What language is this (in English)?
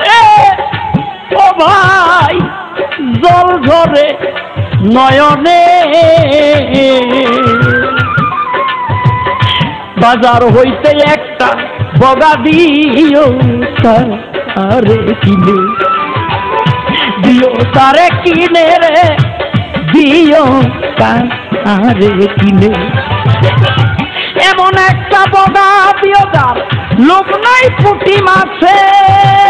Bangla